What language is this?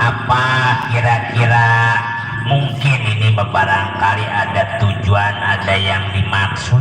Betawi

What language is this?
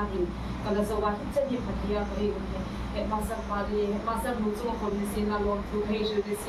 Hmar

